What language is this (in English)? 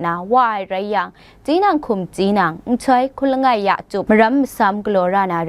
Kachin